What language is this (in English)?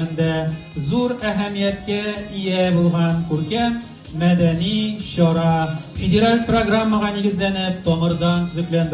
Tatar